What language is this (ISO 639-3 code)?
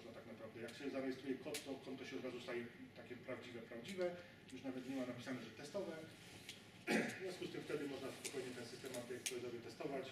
pol